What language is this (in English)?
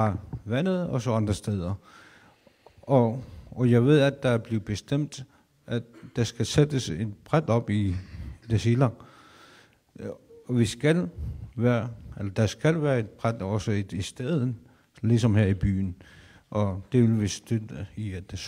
Danish